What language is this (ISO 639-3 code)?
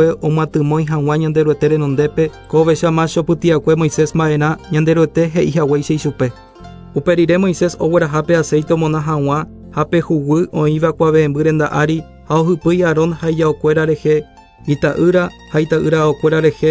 grn